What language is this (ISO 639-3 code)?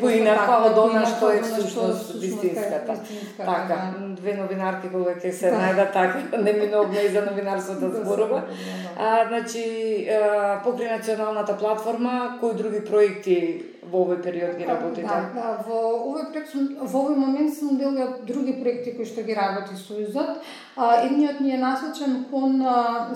mkd